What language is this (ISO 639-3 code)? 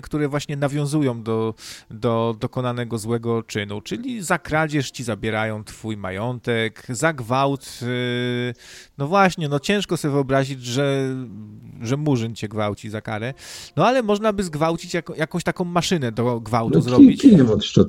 pol